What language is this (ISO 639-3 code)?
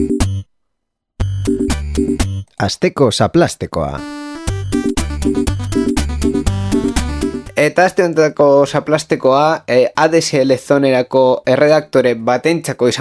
eus